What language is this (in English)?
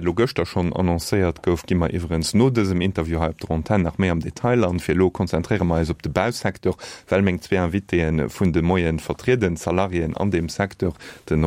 Luxembourgish